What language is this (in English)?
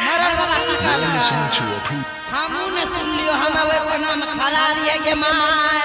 Angika